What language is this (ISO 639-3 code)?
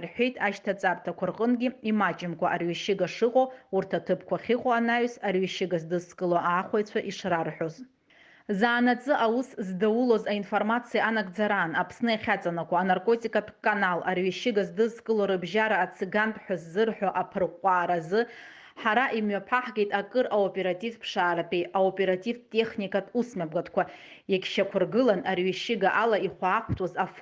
abk